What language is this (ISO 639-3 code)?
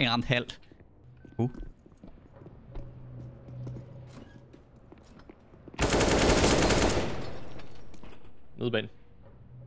dan